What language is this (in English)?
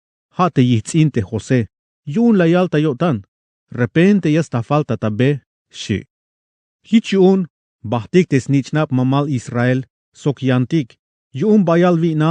Tzeltal